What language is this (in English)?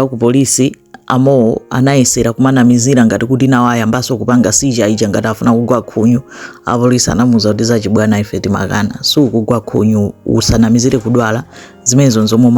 Nyanja